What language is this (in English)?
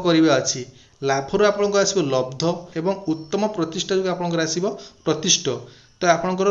Odia